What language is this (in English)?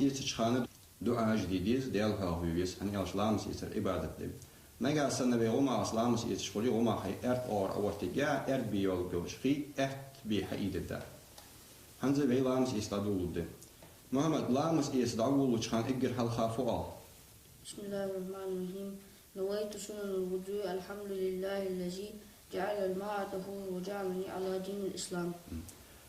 Ingush